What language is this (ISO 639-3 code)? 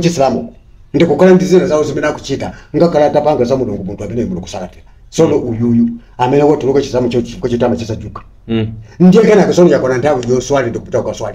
nya